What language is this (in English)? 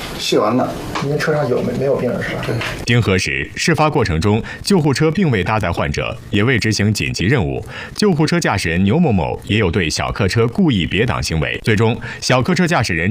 Chinese